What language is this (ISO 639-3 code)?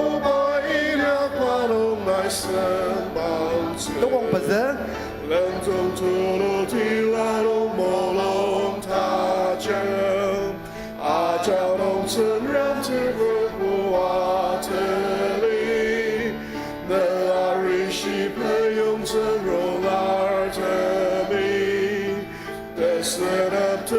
njo